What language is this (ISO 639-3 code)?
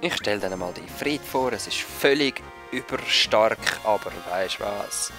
gsw